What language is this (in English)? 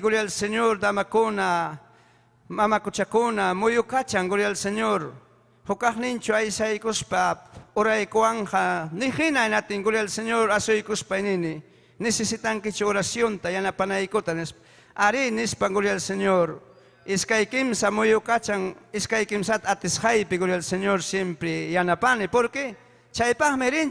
Ayacucho Quechua